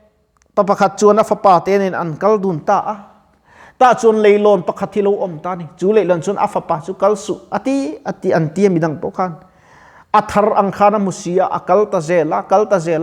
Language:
Mizo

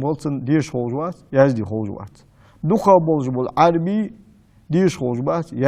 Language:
Ingush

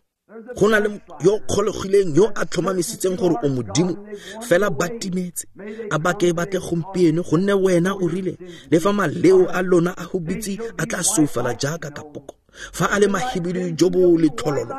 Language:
Tswana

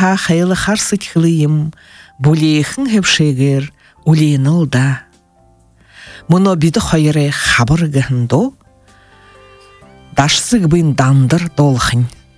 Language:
Buriat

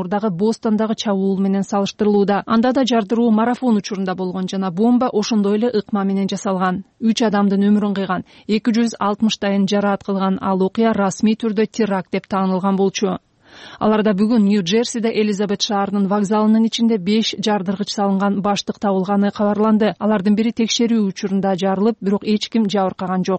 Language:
Kyrgyz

